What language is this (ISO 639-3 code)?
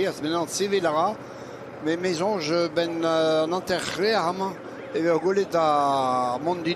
bre